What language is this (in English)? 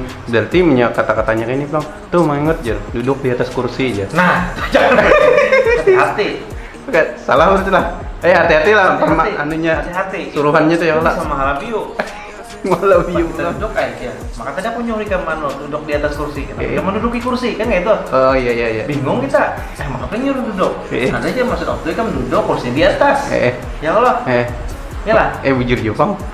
Banjar